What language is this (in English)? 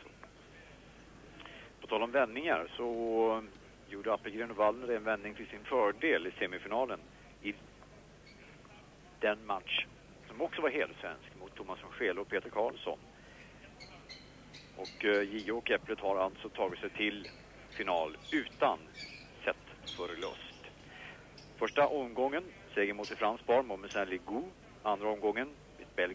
Swedish